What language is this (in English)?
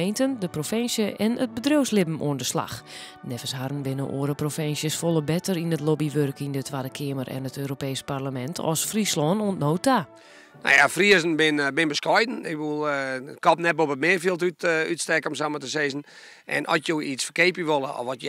Western Frisian